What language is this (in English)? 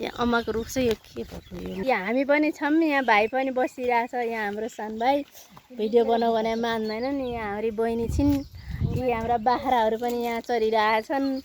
Nepali